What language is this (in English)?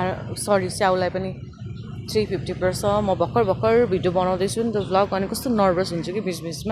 Nepali